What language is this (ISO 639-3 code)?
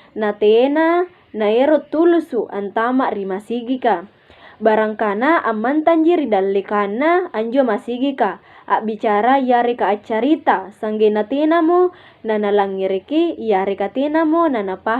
mak